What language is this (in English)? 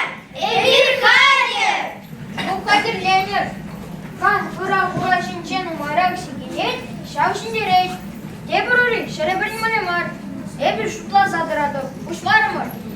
Chuvash